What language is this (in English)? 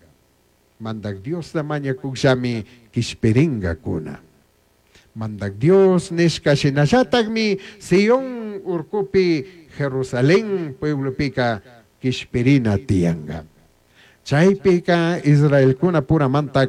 Chimborazo Highland Quichua